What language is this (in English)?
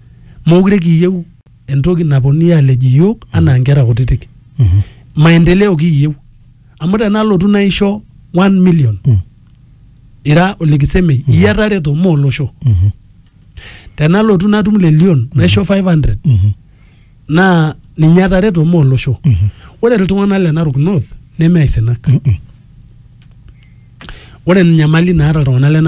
Masai